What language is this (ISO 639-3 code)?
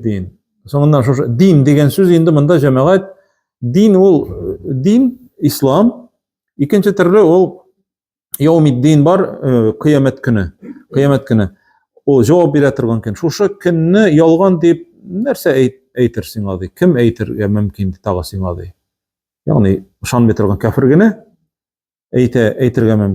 tat